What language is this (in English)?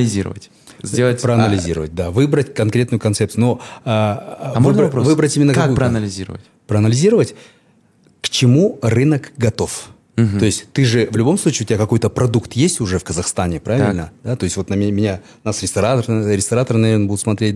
Russian